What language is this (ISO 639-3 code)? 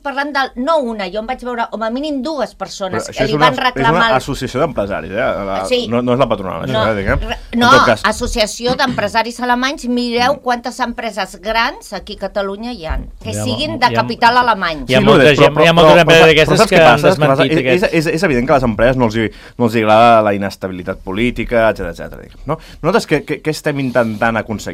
cat